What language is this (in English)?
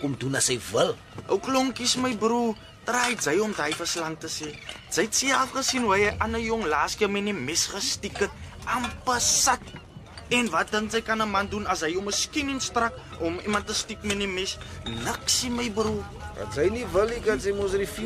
Afrikaans